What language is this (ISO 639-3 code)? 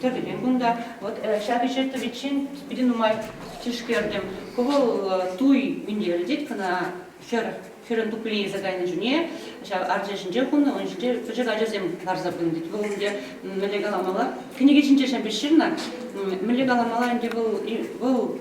chv